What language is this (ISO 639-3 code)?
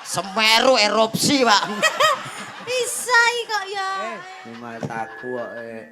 jav